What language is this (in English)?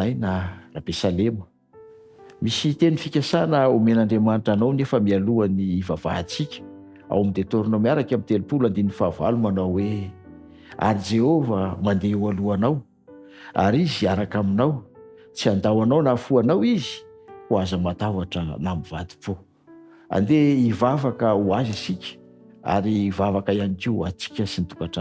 Malagasy